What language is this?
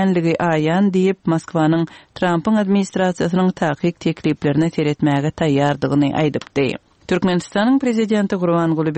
Kyrgyz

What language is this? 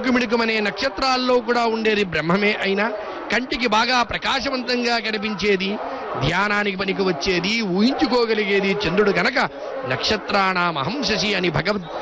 Telugu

